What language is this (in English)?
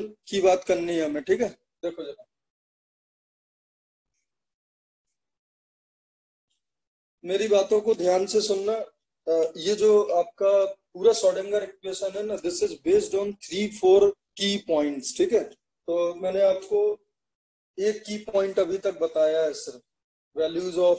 Hindi